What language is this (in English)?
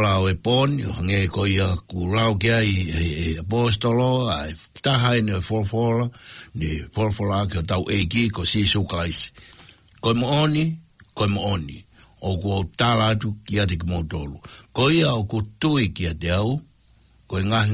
Tongan